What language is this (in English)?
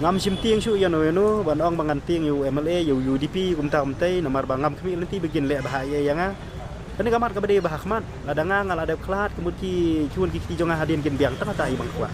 Khasi